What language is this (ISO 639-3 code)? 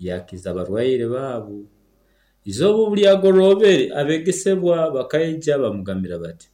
nyo